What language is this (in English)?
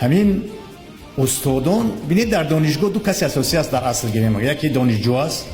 Tajik